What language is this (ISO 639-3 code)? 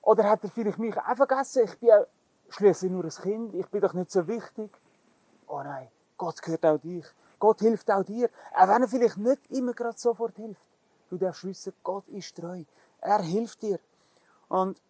gsw